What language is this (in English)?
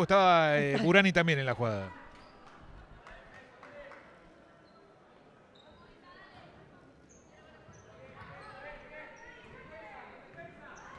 Spanish